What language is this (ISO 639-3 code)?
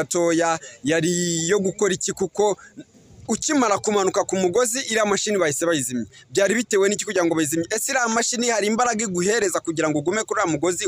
kin